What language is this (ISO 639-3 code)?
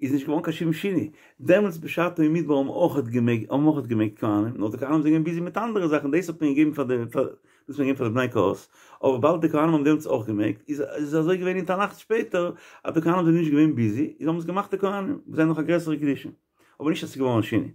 yid